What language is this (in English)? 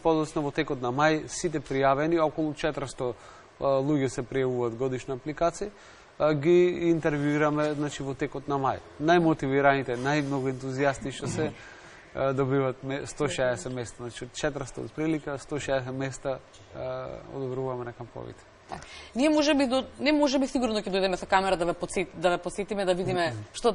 Macedonian